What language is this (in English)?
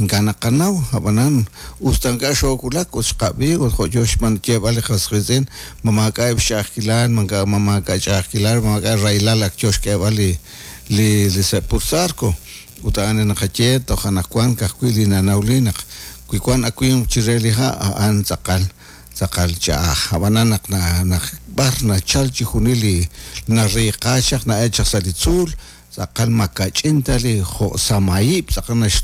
Kekchí